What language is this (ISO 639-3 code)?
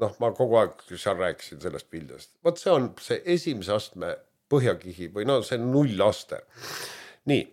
est